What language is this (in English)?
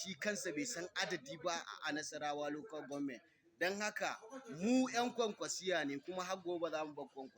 Hausa